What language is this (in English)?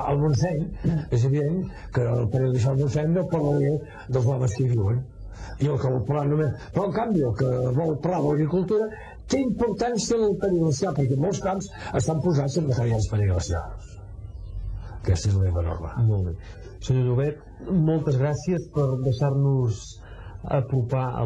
Catalan